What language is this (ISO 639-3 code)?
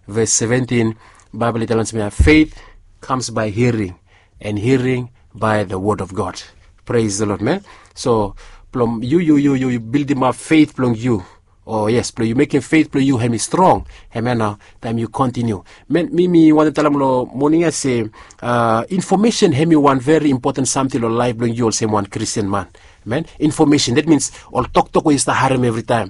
bis